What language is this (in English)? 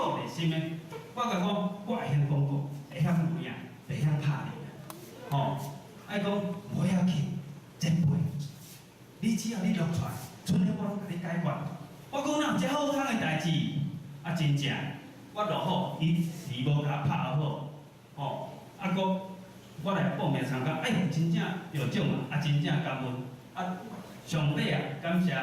Min Nan Chinese